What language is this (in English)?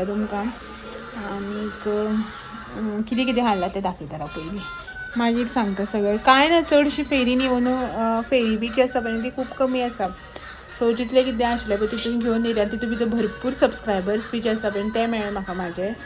Konkani